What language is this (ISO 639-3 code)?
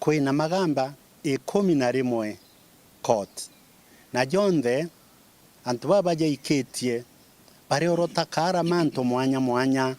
mer